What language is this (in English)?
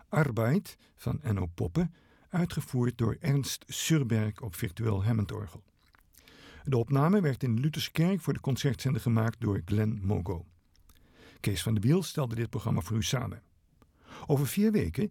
Dutch